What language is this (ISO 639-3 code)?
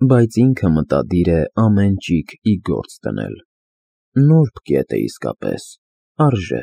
hye